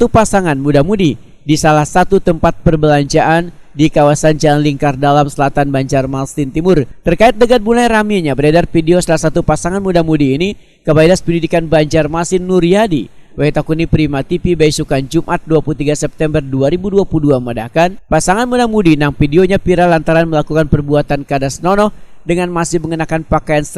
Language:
Banjar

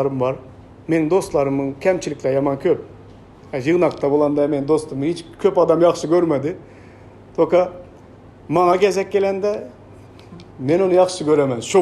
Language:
Turkmen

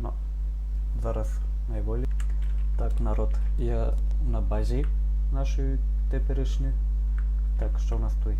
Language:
Rusyn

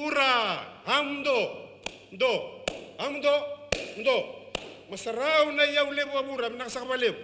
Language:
Fijian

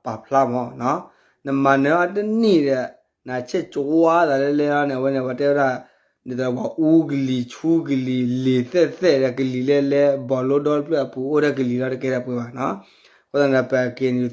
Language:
S'gaw Karen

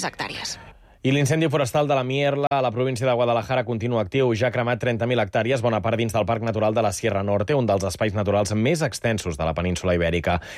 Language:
Catalan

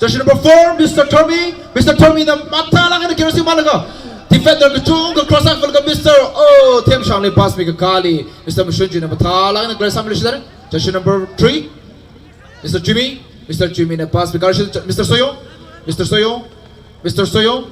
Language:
Tangkhul Naga (India)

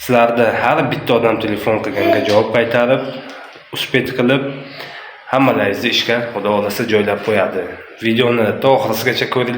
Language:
Uzbek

